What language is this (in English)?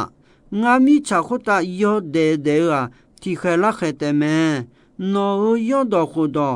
Akha